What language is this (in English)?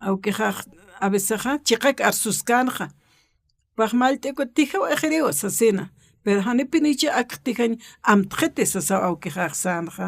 Aymara